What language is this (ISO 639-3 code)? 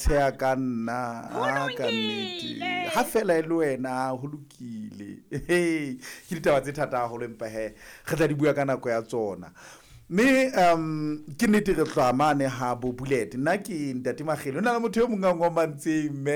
sot